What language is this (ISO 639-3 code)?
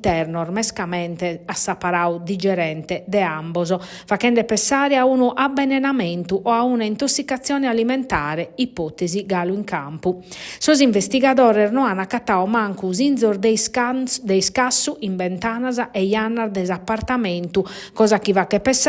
srd